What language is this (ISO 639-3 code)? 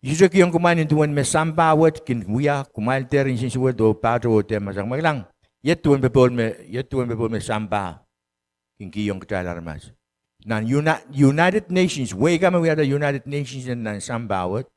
pon